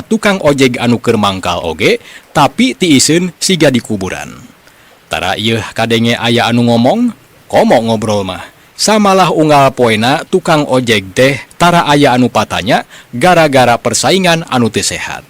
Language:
Sundanese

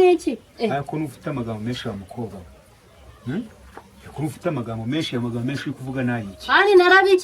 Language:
Kinyarwanda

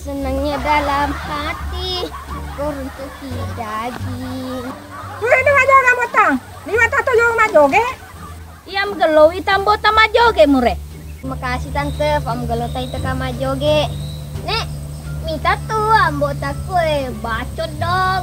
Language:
Buginese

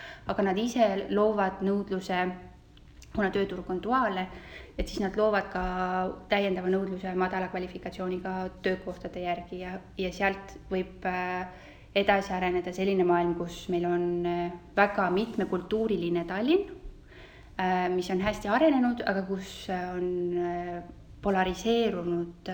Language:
Estonian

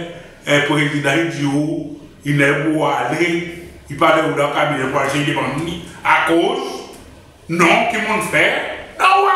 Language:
Seselwa Creole French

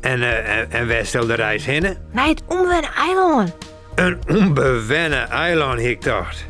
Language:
Western Frisian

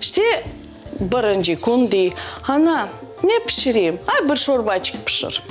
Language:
Crimean Tatar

